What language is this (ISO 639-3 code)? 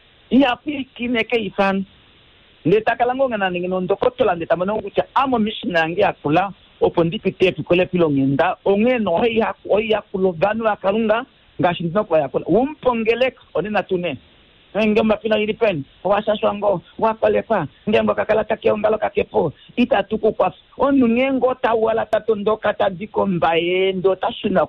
kua